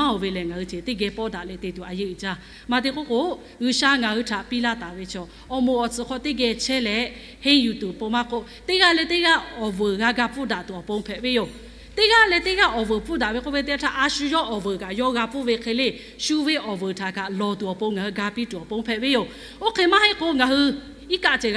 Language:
Lahu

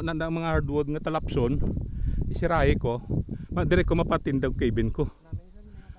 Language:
Hiligaynon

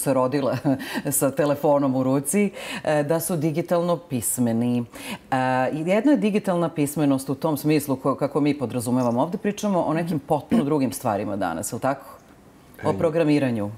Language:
Serbian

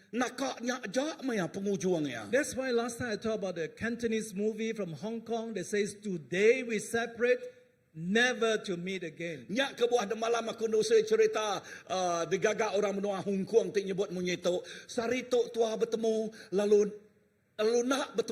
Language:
Iban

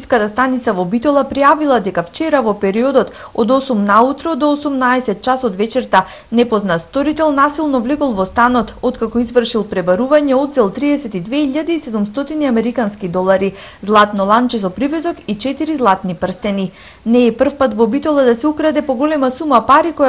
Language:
Macedonian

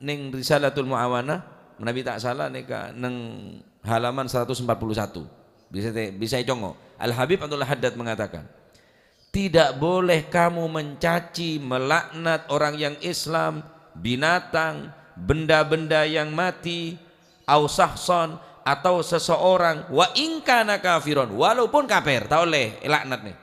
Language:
Madurese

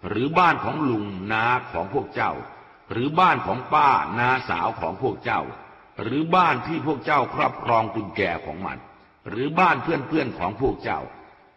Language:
Thai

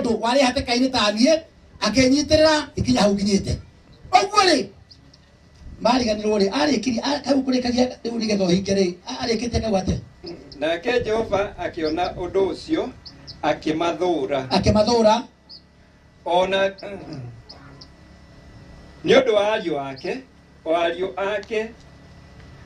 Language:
Kikuyu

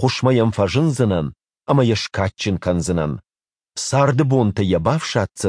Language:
Ossetic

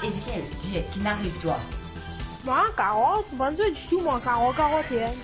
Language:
Morisyen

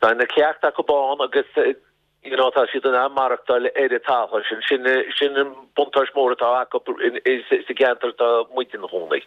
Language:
Irish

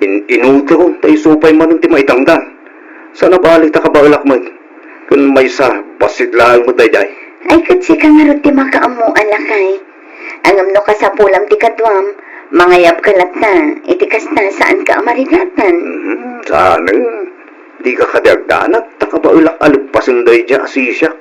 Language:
Iloko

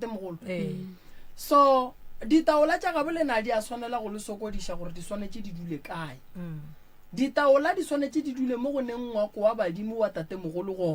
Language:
Northern Sotho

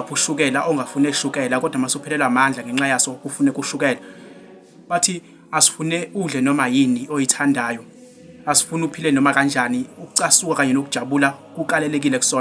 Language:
Zulu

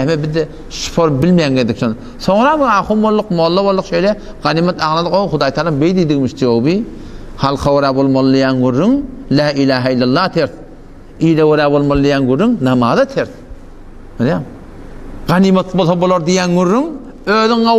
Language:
Turkmen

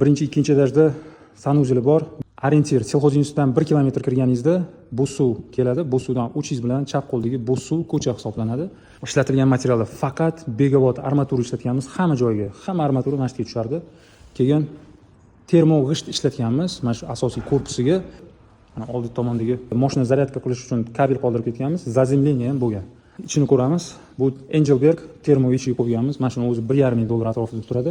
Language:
Uzbek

